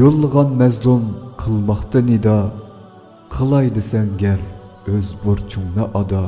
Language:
Uyghur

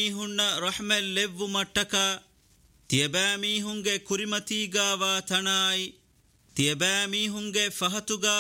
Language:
Divehi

